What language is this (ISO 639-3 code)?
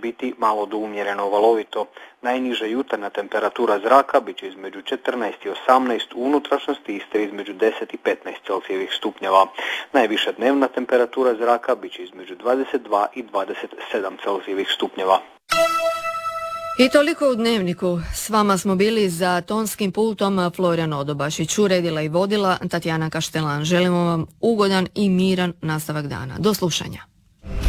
hrv